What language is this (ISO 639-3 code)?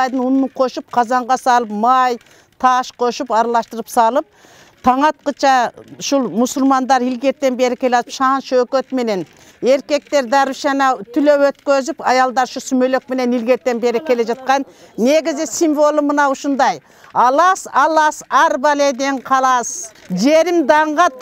kir